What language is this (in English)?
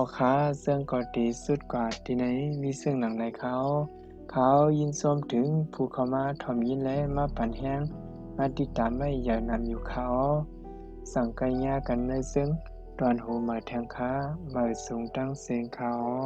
Shan